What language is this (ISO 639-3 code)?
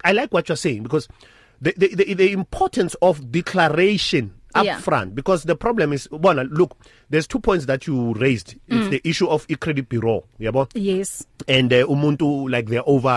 eng